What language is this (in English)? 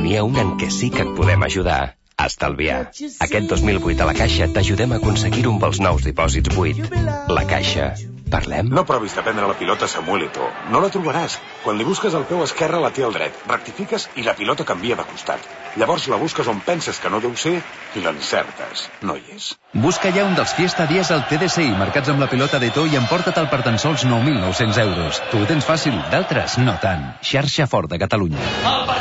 Catalan